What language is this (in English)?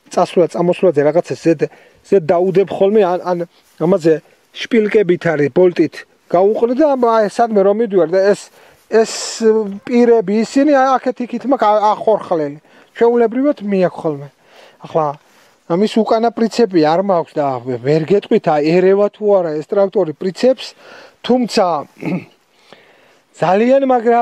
Georgian